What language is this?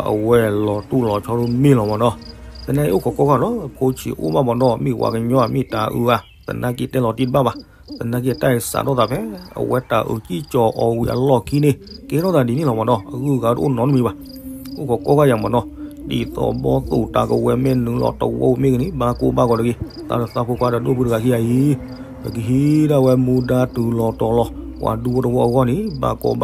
S'gaw Karen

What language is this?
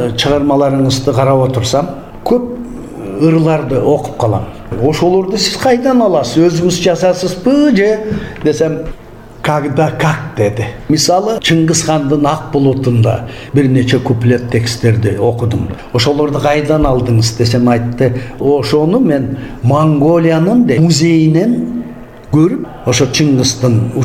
Kyrgyz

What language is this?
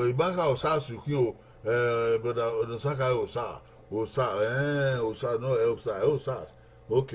Bini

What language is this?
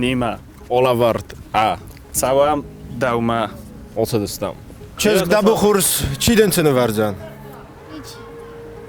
Ossetic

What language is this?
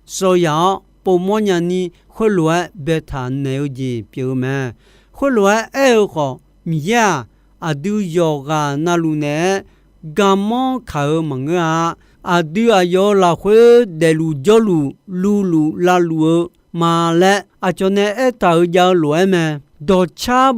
Akha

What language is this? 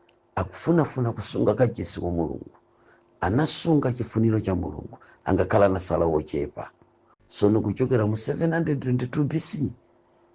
Nyanja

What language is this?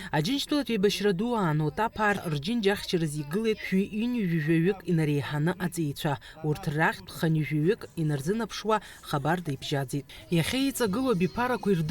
Abkhazian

